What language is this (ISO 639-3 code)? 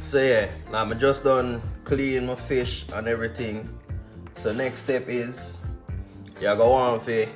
jam